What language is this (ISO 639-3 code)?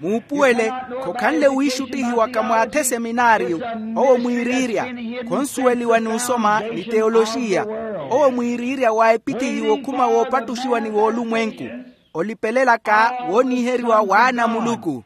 vmw